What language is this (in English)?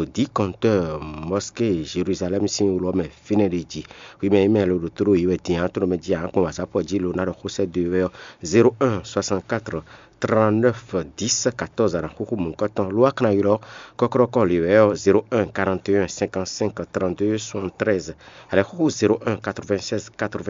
Fon